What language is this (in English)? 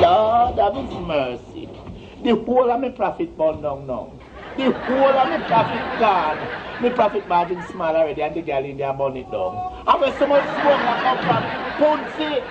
Jamaican Creole English